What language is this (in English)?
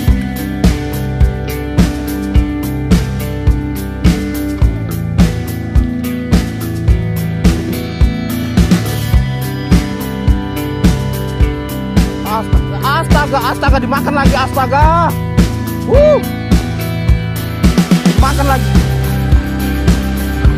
Indonesian